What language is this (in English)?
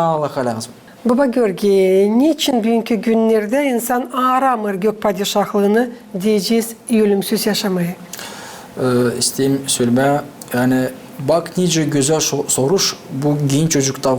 Gagauz